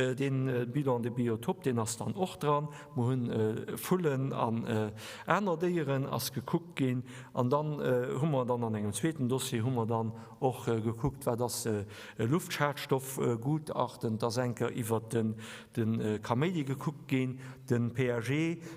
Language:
Luxembourgish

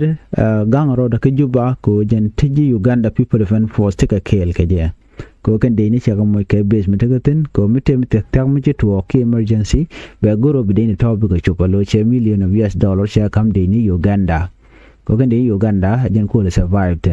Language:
Nuer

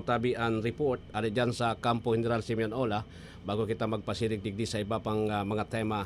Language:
Bikol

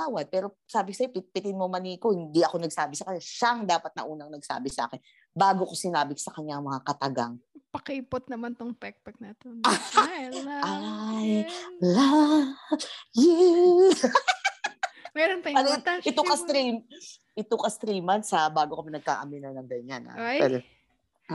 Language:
Filipino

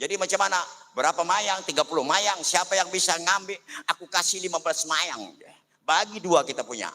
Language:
Banjar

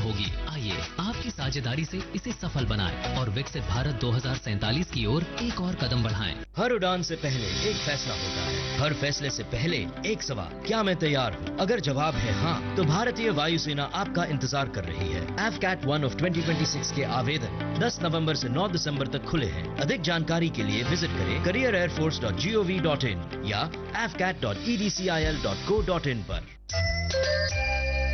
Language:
Hindi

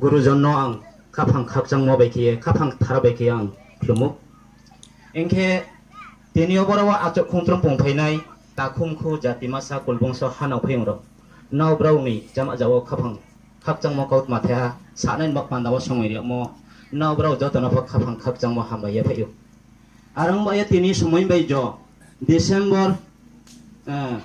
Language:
Riang (India)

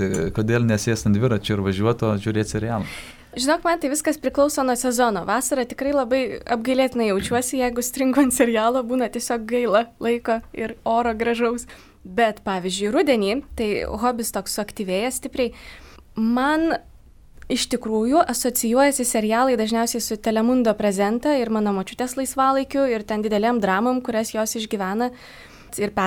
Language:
Lithuanian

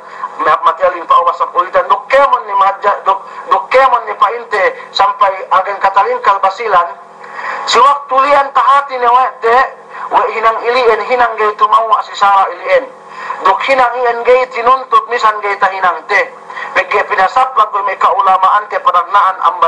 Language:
Yakan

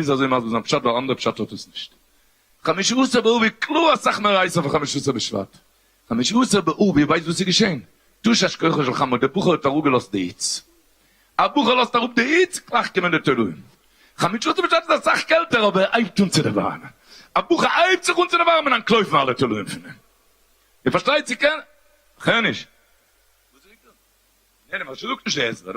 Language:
Yiddish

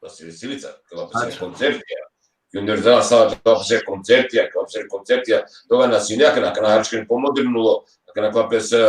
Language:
Balkan Romani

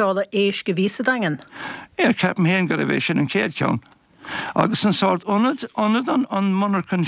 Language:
Irish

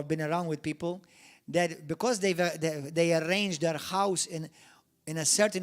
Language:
English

